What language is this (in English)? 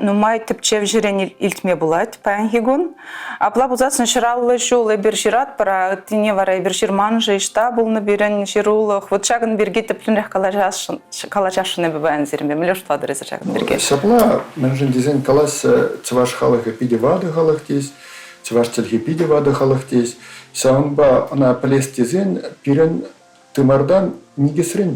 Chuvash